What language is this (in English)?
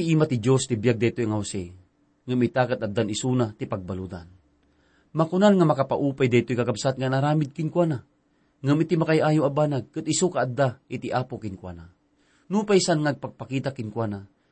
Iloko